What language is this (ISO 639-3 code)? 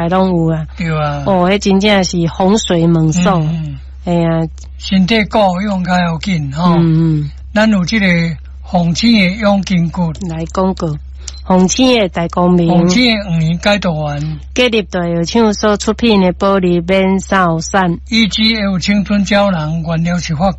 nan